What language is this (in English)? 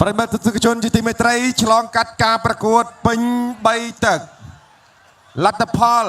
Khmer